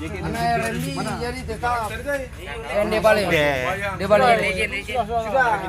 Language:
Ambonese Malay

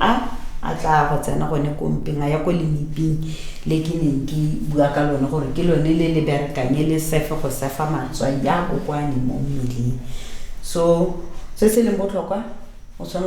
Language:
Tswana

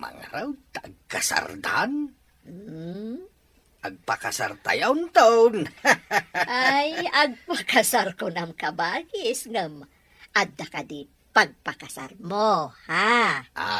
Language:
Iloko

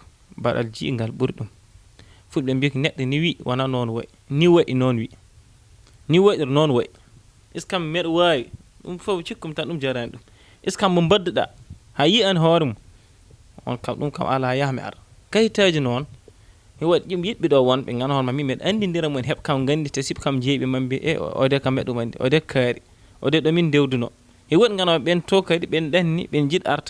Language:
Fula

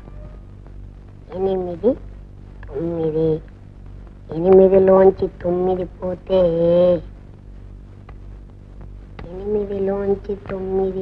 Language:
Telugu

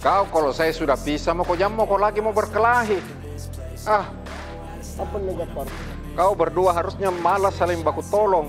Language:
Makassar Malay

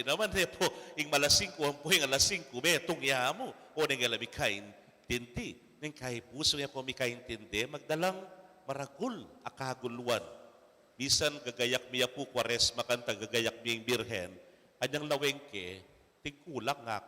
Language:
Pampanga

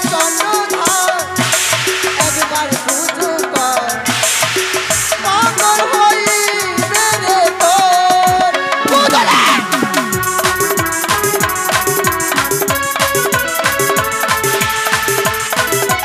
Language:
Bangla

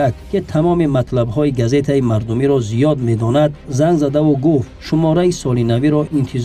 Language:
Tajik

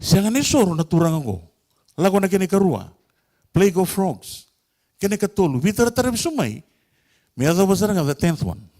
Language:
Fijian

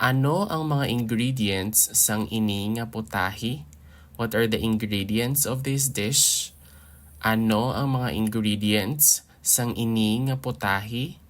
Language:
Hiligaynon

